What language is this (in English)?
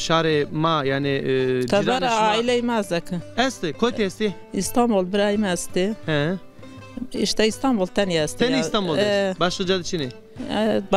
Zaza